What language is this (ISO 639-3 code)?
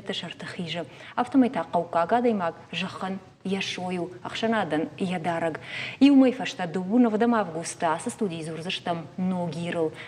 oss